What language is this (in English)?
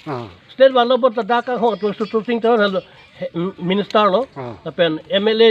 Karbi